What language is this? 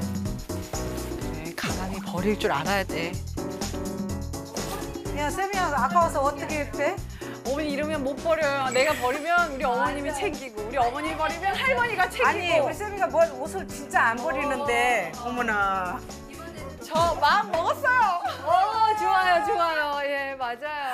Korean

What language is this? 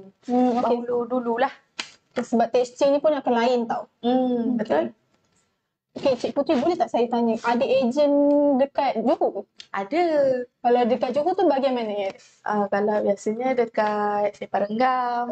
Malay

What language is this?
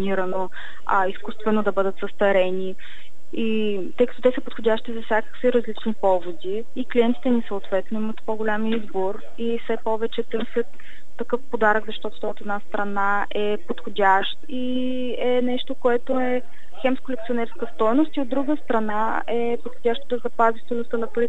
Bulgarian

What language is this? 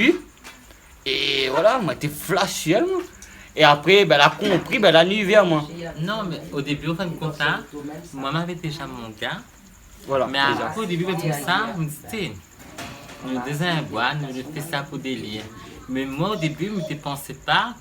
Réunion Creole French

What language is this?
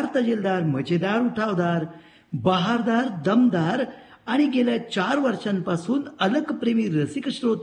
Marathi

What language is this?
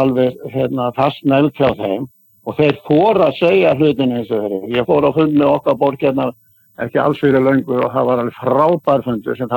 Icelandic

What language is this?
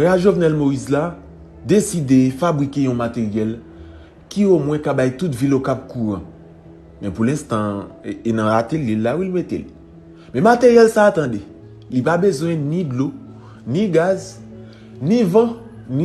Haitian Creole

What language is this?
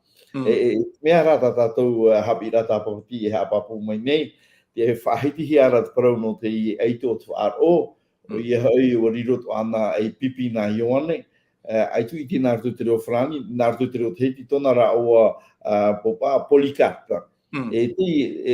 Tahitian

